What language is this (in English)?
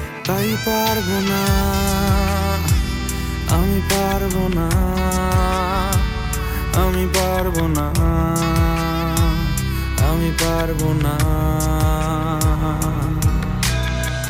Bangla